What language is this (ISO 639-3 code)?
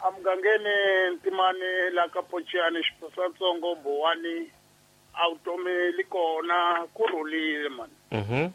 tso